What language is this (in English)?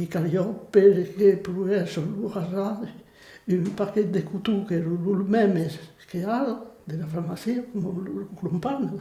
Occitan